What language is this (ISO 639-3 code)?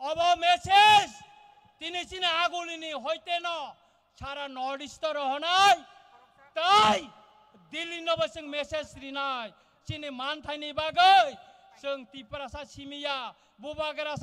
trp